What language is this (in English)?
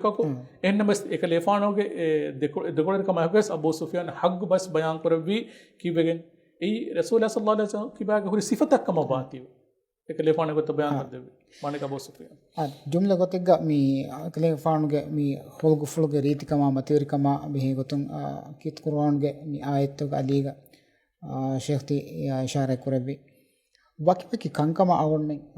Divehi